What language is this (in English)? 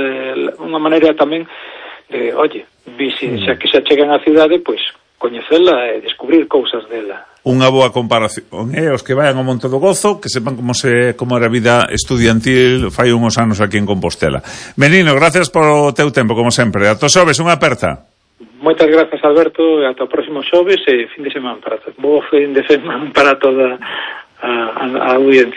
Galician